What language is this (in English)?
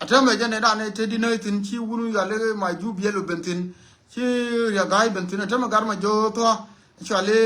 Nuer